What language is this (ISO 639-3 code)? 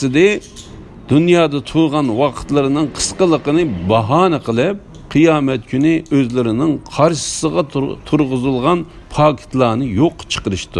uig